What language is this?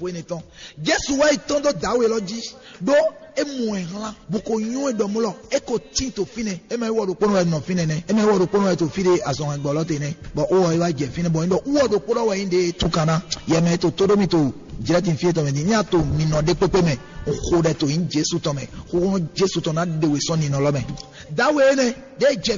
Fon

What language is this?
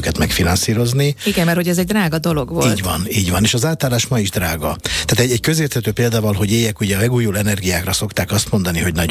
Hungarian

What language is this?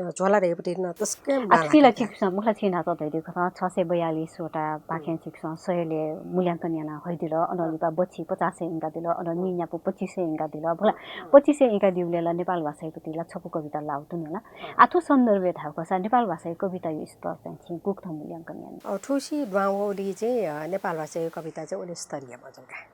Newari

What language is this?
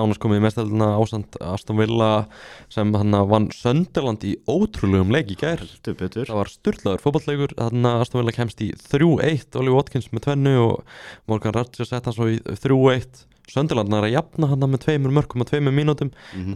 Icelandic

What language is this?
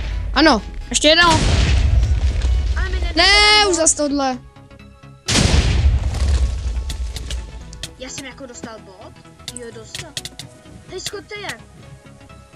Czech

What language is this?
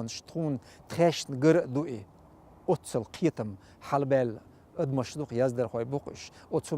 Chechen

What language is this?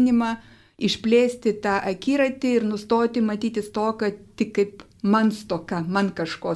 Lithuanian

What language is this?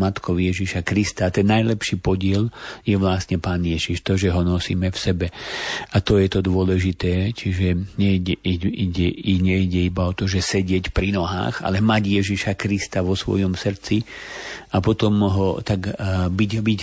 Slovak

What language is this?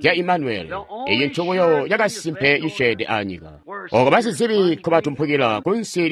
Tonga (Zambia)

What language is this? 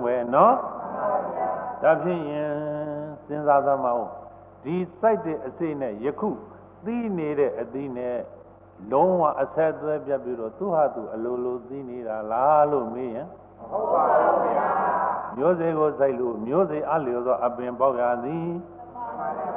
Burmese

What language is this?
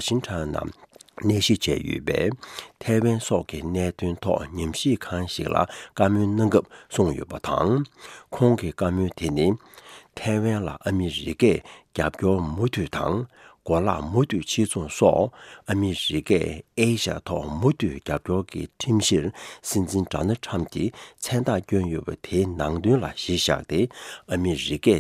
Tibetan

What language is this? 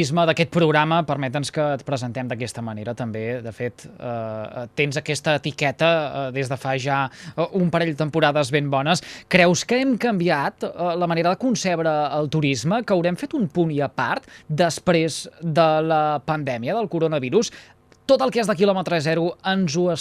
Catalan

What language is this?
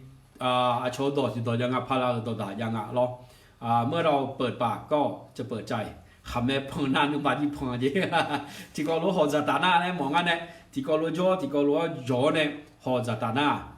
Akha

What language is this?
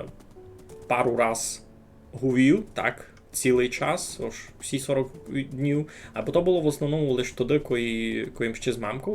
Rusyn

